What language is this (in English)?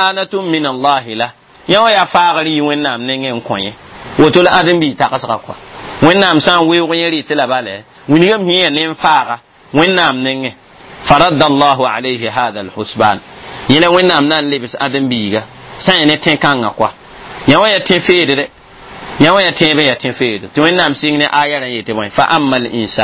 Mossi